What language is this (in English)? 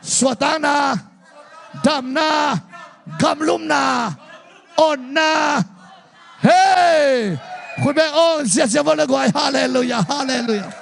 Tedim Chin